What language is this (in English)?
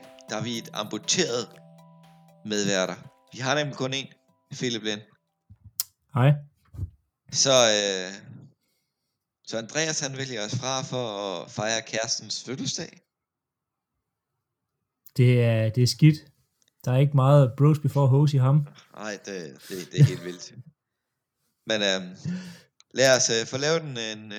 Danish